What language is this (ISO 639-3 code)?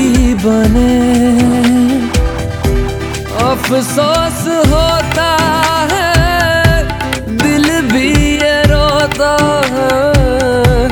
hin